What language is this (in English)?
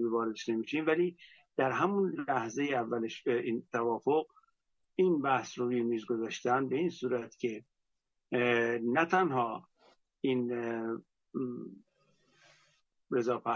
Persian